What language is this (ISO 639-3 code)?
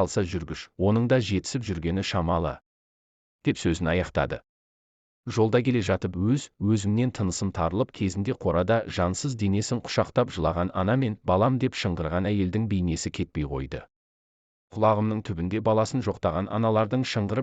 kaz